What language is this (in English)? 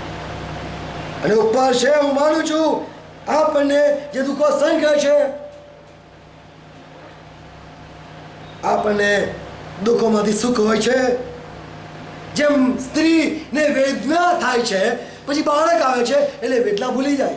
Gujarati